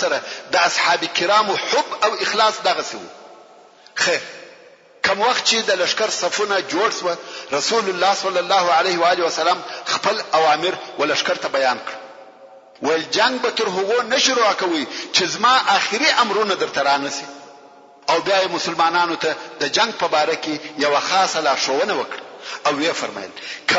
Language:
Pashto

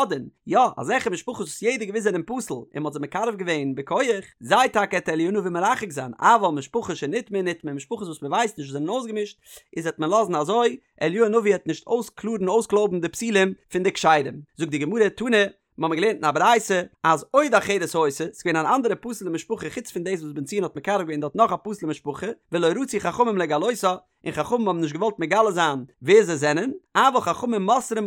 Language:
Yiddish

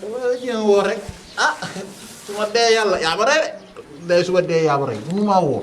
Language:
Wolof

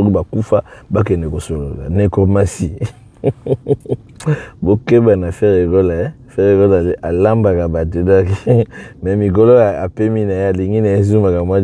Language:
Lingala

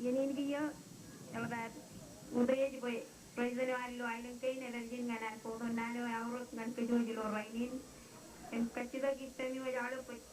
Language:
Marshallese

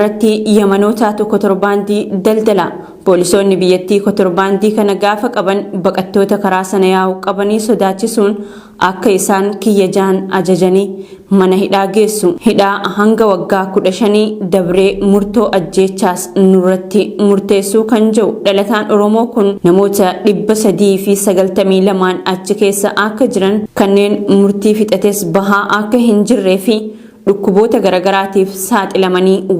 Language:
Oromo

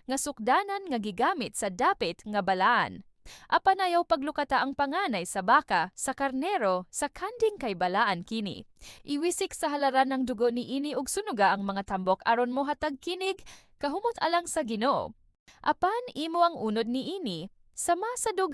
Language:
Cebuano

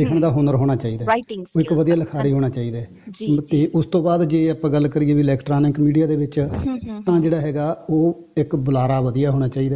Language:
Punjabi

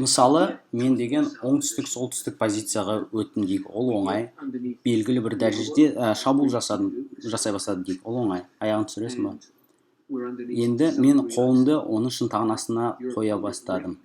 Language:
Kazakh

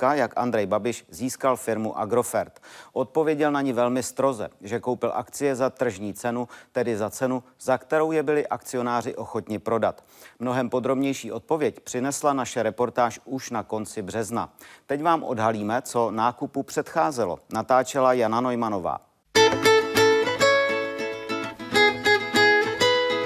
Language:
Czech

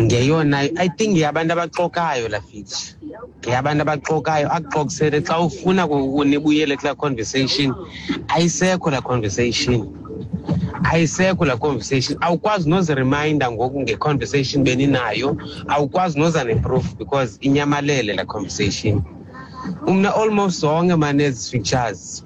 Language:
Xhosa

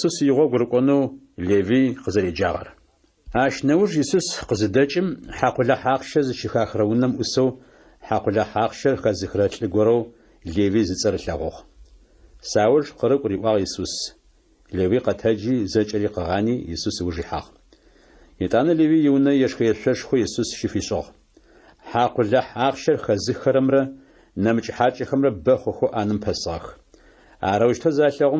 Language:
Adyghe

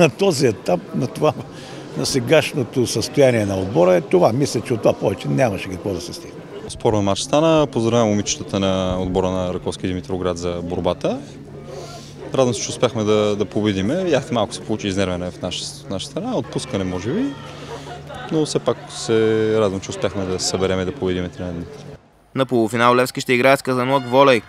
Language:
Bulgarian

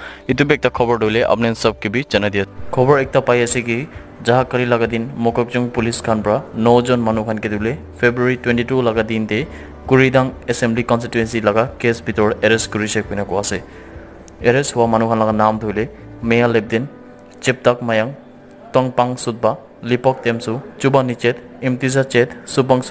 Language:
Naga Pidgin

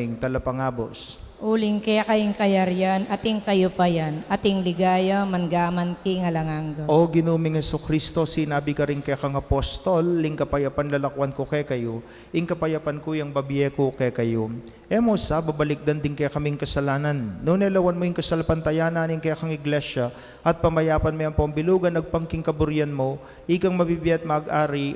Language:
Pampanga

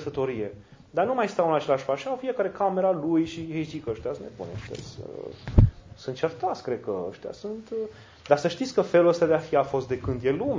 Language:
Romanian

